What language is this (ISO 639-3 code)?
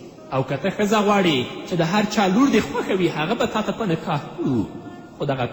pus